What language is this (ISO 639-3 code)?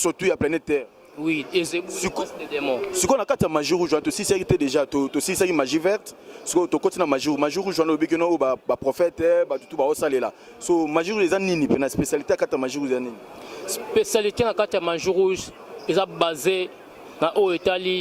lin